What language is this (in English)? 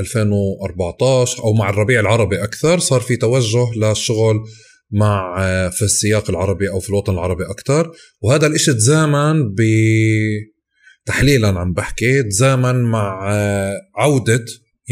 North Levantine Arabic